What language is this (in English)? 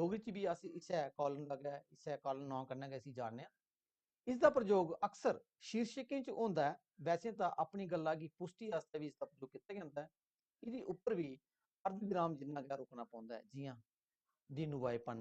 Dogri